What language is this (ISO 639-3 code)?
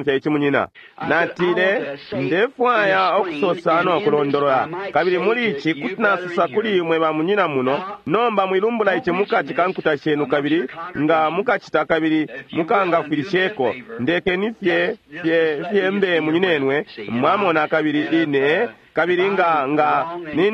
bem